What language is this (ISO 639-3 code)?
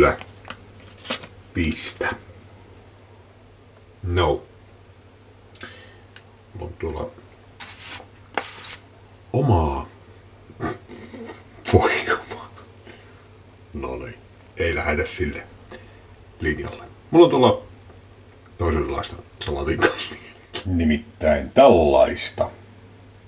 fin